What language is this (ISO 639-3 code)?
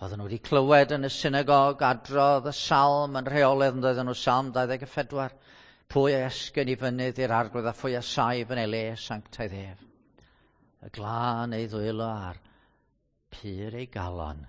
cym